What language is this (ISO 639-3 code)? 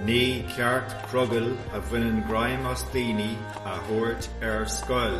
gle